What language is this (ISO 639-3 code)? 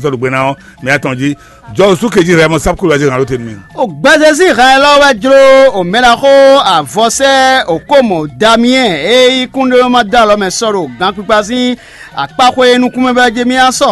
fon